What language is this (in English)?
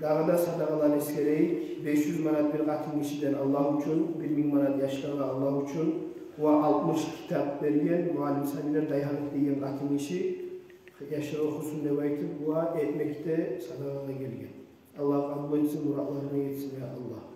Kumyk